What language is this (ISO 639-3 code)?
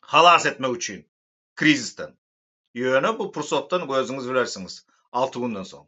tuk